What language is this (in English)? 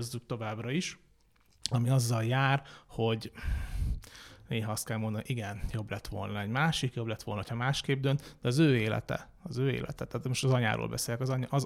Hungarian